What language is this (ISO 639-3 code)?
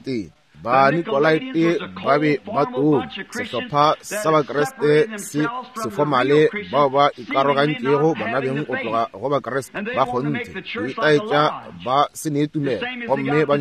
nso